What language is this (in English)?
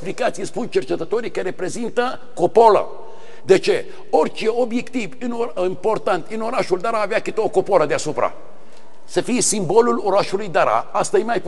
Romanian